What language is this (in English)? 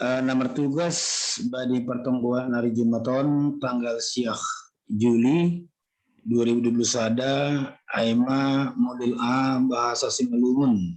Batak Simalungun